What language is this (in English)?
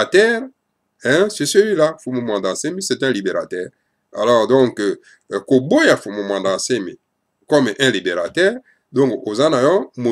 Lingala